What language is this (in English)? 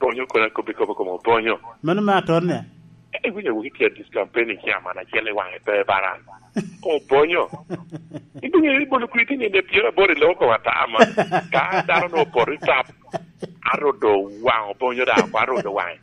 Lango (Uganda)